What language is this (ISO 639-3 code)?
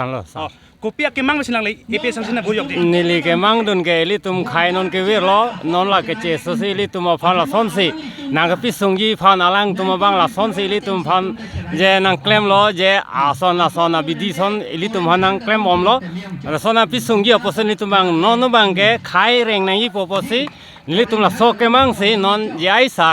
mjw